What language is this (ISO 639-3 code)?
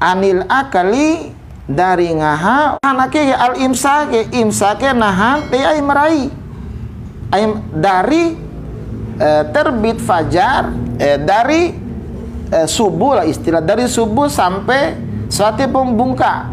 bhp